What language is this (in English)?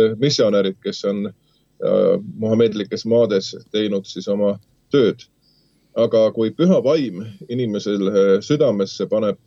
Estonian